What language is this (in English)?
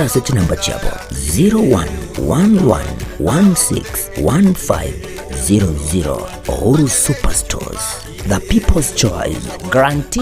Gusii